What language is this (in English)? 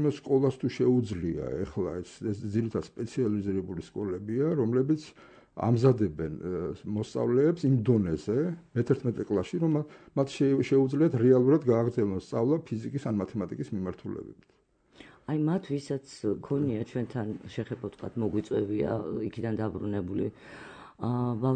Georgian